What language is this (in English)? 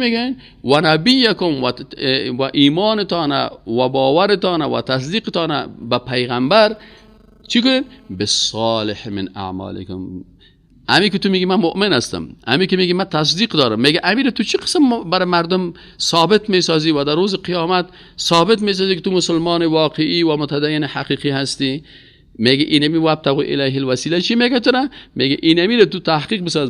Persian